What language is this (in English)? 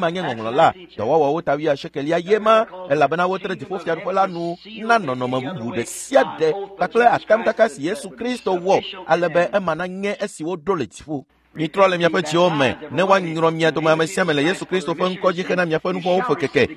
Ewe